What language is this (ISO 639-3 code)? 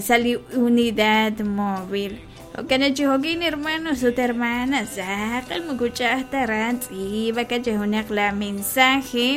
kek